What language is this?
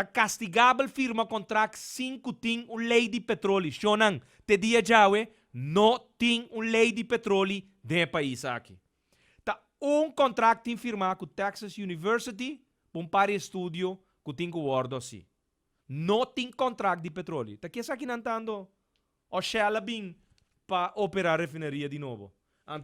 Papiamento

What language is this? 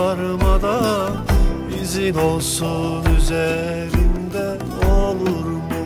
Turkish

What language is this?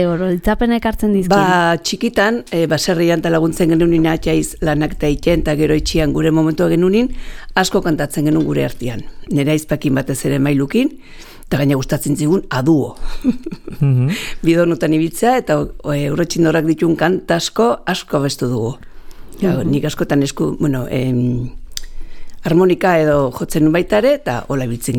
Basque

